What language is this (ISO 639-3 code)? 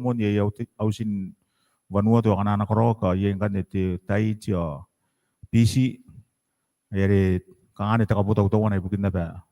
gil